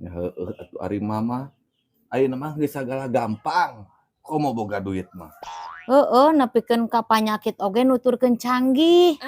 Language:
Sundanese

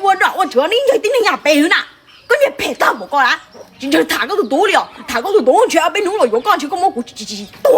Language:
Hmong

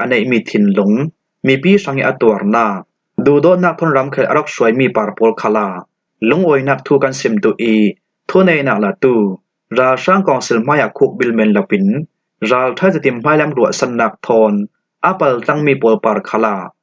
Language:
Falam Chin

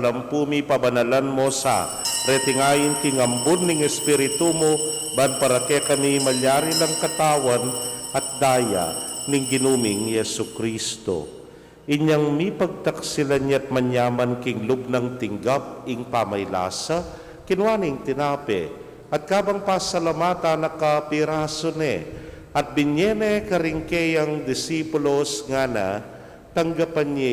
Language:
Pampanga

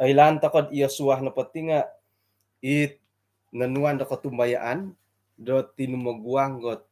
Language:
Central Dusun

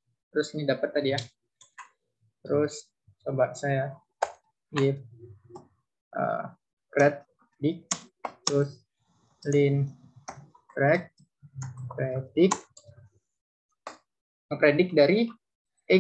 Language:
Indonesian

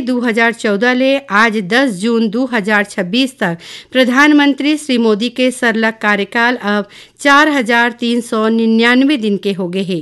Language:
Chhattisgarhi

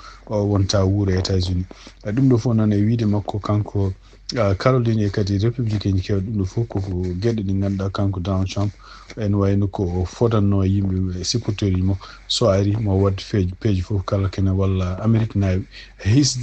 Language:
Fula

